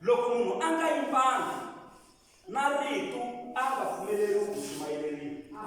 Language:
Tsonga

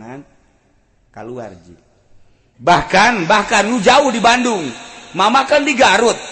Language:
Sundanese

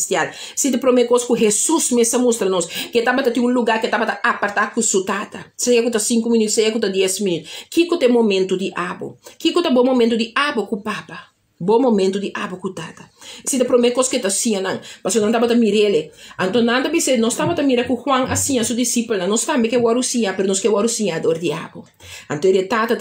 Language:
Papiamento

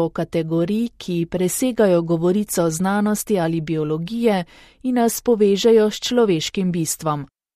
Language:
Slovenian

